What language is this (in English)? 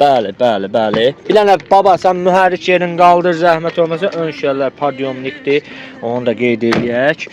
Azerbaijani